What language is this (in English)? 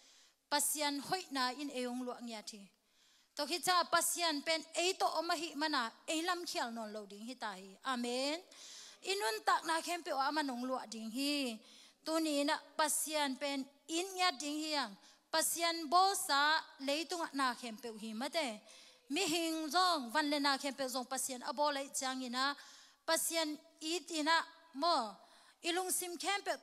Tedim Chin